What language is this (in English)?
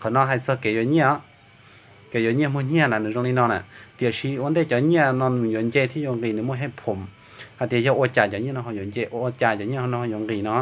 Hmong